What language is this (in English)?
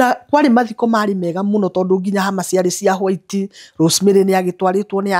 Kikuyu